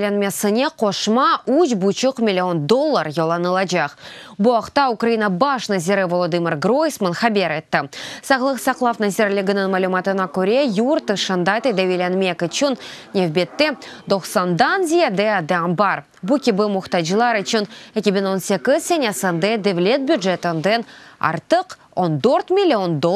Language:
Crimean Tatar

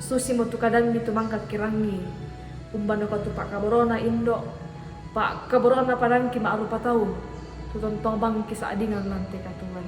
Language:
Toraja-Sa'dan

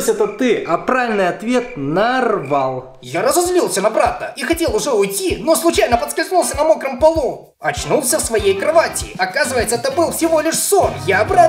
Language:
Russian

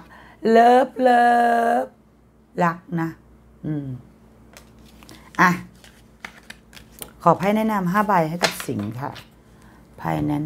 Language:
Thai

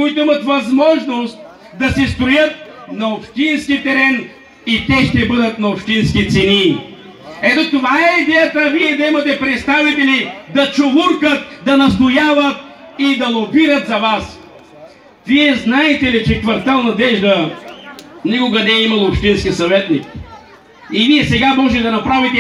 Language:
Bulgarian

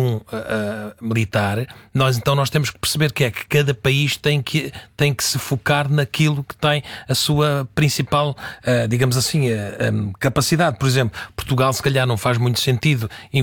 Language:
Portuguese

